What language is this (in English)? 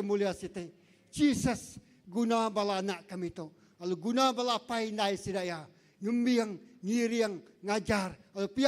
Iban